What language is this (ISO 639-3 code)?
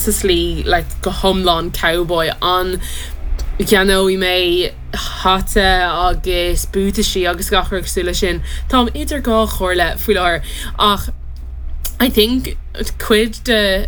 gle